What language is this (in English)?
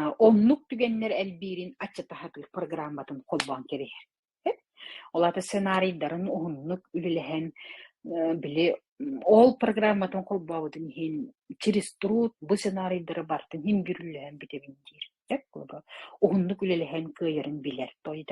Yakut